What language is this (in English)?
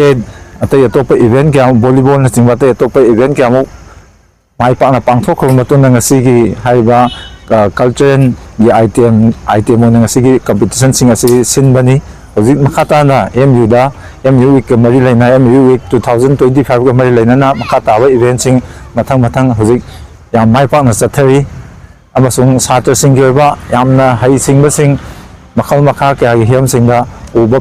Manipuri